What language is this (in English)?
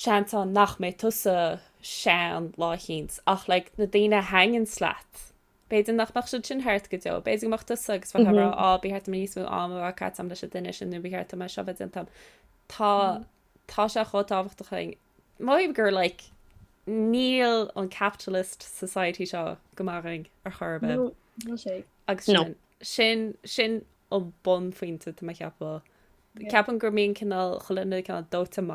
Irish